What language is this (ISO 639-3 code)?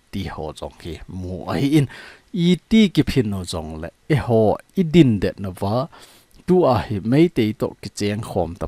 tcz